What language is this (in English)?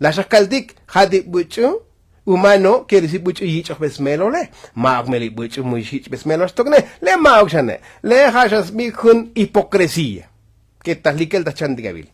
Tzotzil